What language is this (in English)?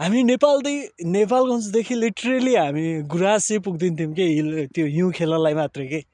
Nepali